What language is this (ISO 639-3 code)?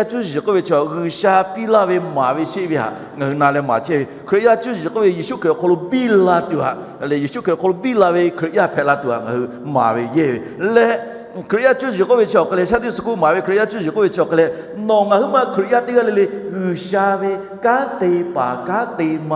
lhu